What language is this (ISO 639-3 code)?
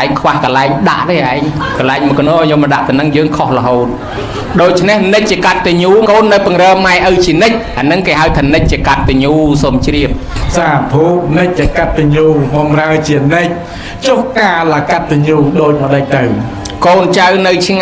khm